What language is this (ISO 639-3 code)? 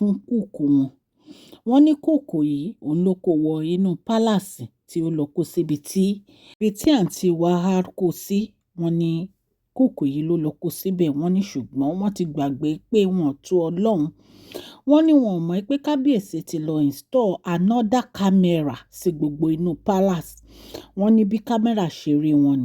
yor